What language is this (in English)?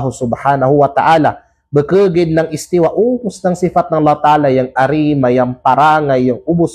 Kalagan